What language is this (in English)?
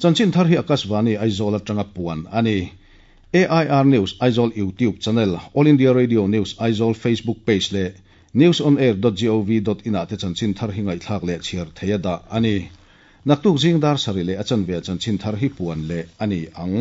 Mizo